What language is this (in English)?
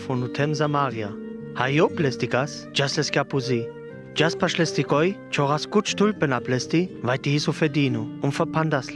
Sinte Romani